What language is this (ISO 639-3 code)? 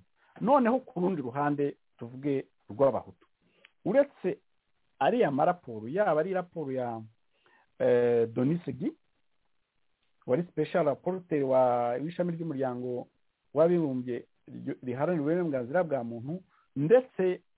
kin